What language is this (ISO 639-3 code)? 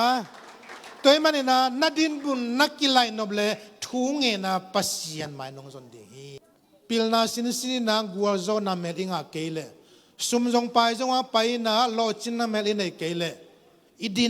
ctd